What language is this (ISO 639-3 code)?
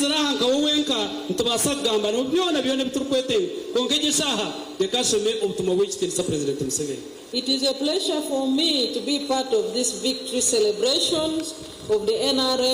nyn